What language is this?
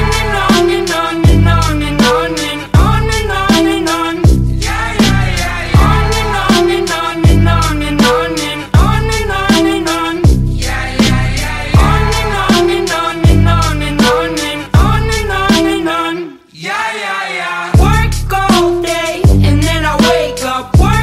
English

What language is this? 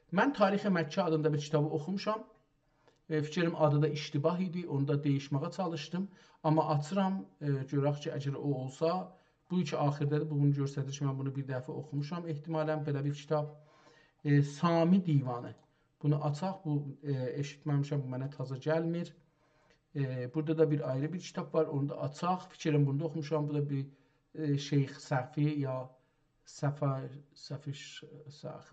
South Azerbaijani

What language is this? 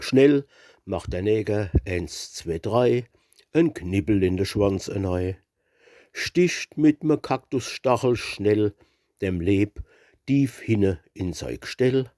Palatine German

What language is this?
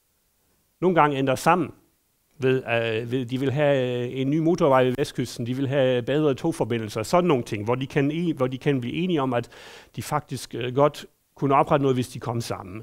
Danish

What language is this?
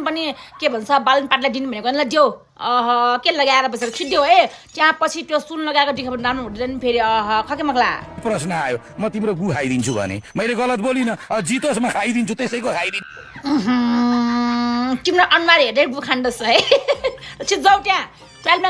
Nepali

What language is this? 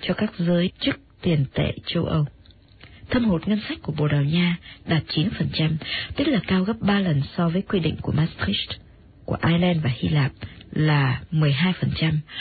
Vietnamese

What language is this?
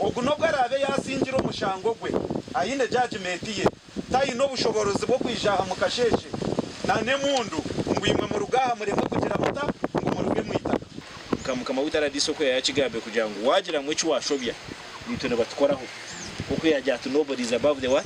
Nyankole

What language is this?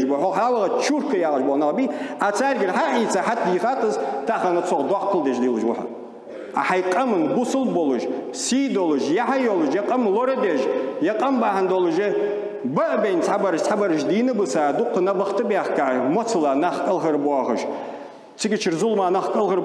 Ingush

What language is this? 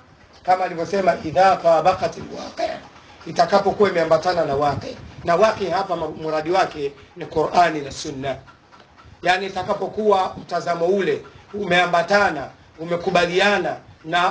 Swahili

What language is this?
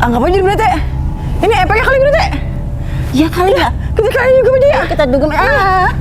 Betawi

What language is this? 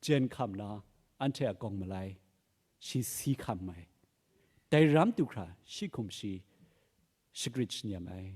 Kachin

